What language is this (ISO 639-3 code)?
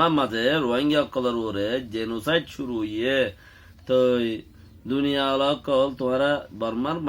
rhg